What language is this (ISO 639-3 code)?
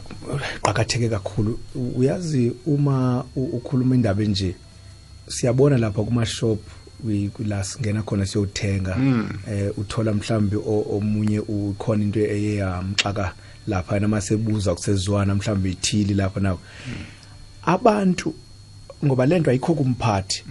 nbl